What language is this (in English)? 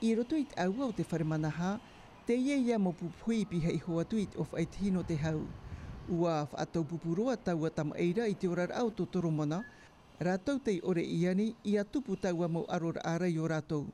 Tahitian